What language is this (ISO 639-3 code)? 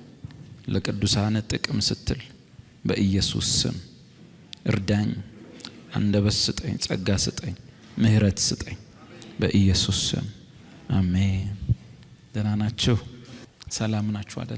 amh